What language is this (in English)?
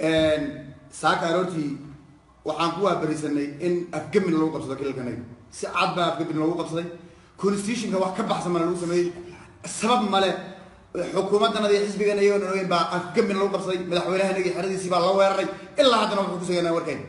Somali